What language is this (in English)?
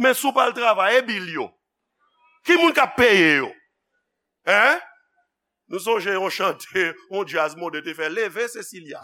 Haitian Creole